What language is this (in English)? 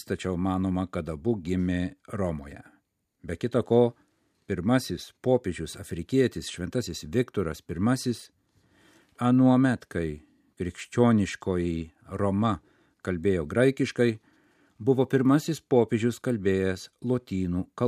Lithuanian